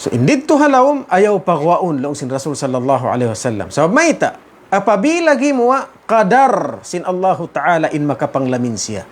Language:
Tausug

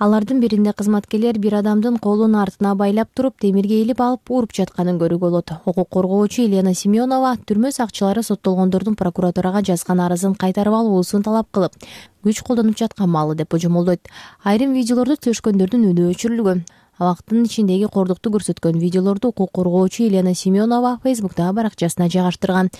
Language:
Kyrgyz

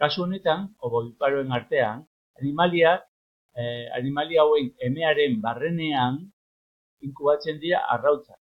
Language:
Basque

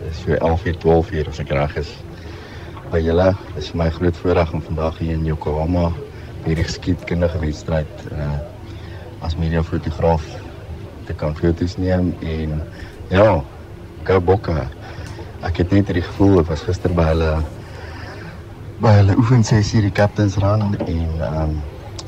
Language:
Afrikaans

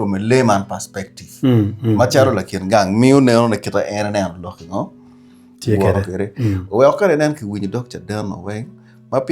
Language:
Acoli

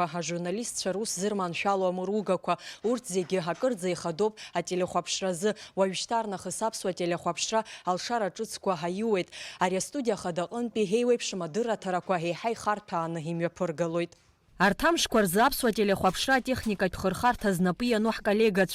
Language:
Abkhazian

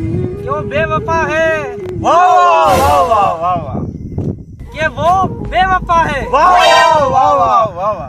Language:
Rajasthani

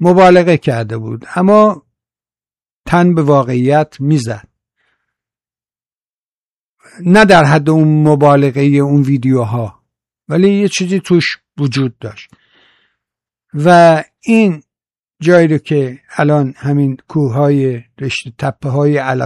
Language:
Persian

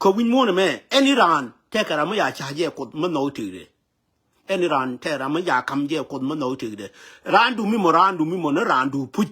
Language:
Nuer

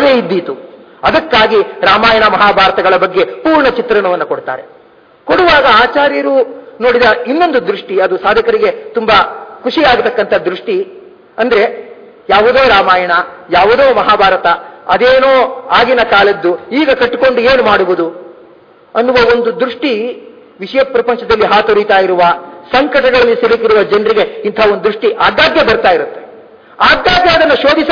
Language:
Kannada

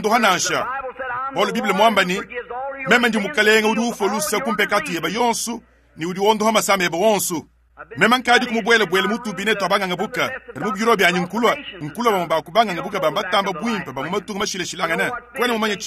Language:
Luba-Lulua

